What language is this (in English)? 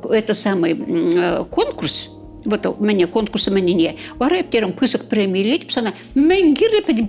Chuvash